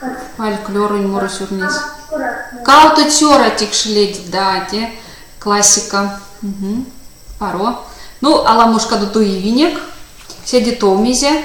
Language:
Erzya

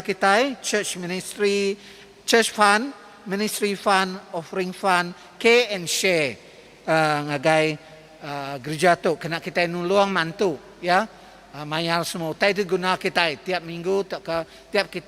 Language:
Iban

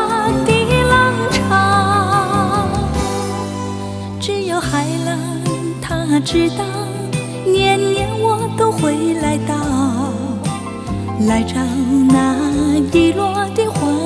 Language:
Chinese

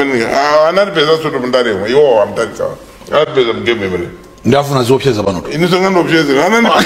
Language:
Nyanja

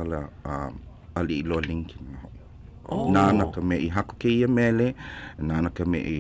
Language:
Hawaiian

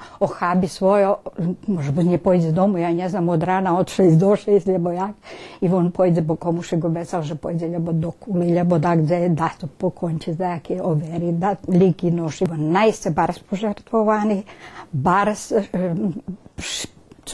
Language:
Rusyn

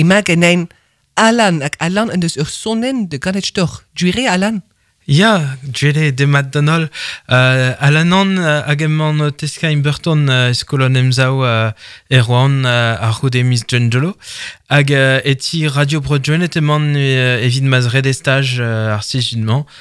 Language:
Breton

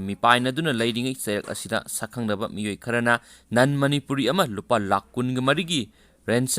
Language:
Manipuri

